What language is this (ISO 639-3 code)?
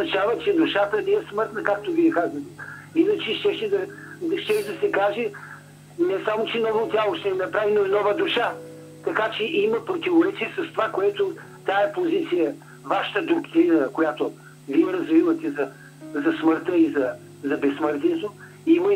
bul